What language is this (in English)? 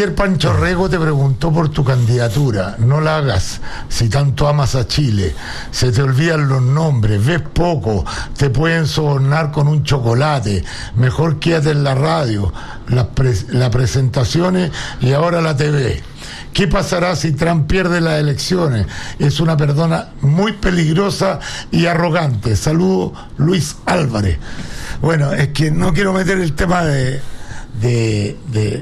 Spanish